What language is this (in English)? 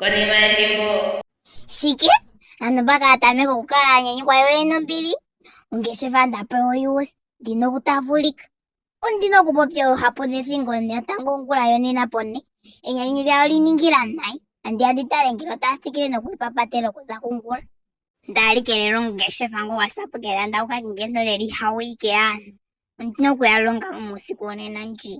Ndonga